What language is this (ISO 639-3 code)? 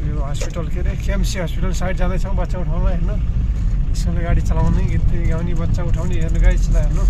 nep